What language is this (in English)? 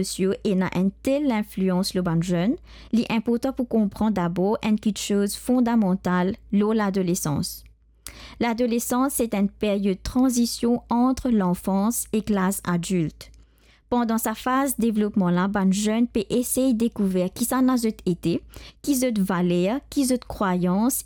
Morisyen